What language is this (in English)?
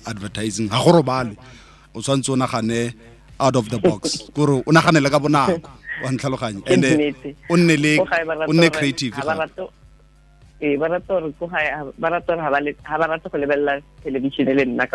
Tswana